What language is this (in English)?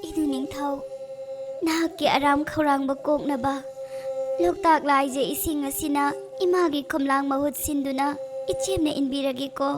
Manipuri